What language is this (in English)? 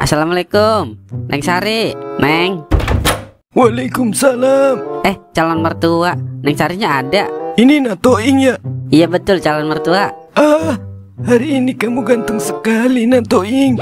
Betawi